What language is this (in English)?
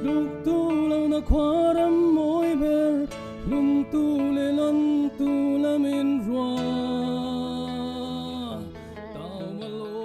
Falam Chin